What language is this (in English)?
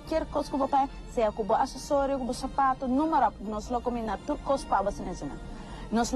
Papiamento